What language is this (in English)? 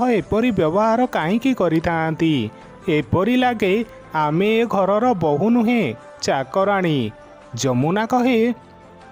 Odia